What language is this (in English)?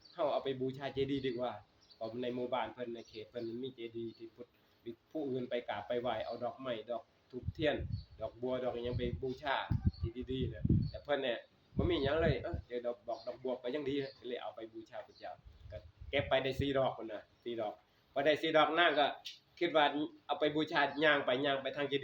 Northeastern Thai